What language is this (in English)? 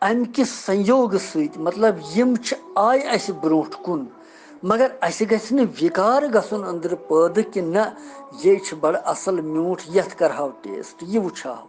Kashmiri